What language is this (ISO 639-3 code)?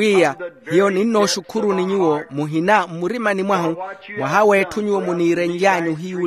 vmw